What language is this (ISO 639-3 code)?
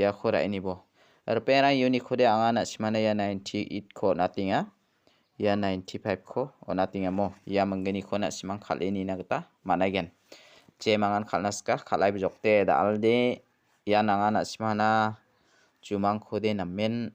grt